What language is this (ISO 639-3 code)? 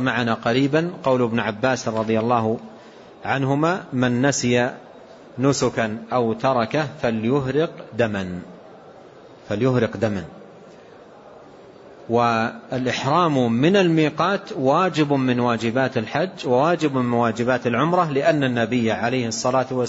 ara